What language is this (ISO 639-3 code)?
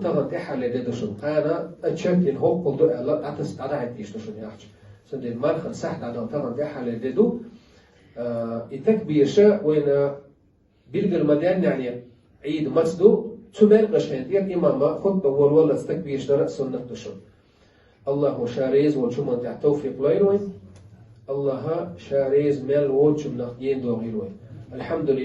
che